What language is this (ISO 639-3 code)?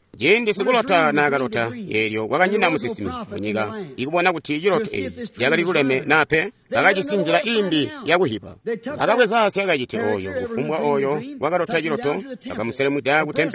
toi